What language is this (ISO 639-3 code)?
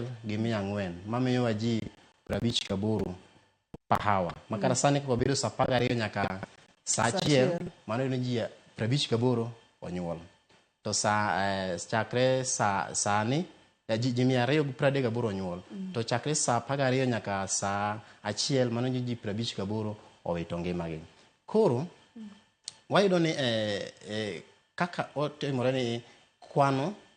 luo